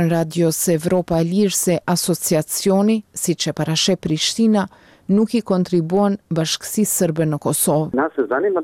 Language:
Albanian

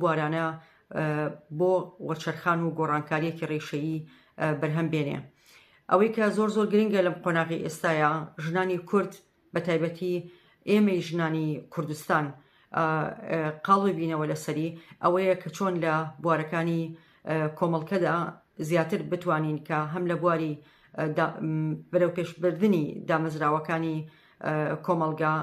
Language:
Central Kurdish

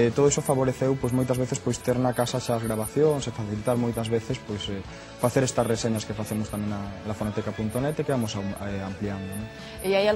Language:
Galician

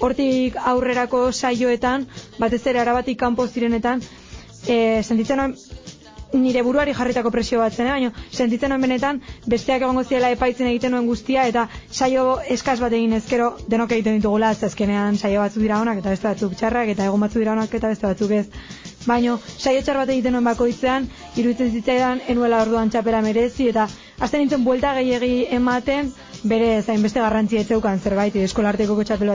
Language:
Basque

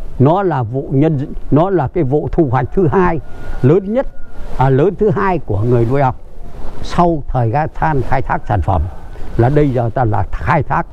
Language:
Vietnamese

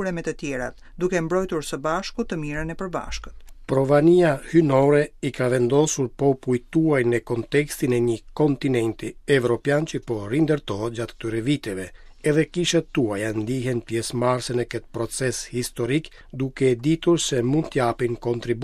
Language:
Albanian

